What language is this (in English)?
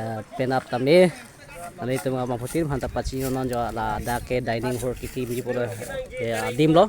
Karbi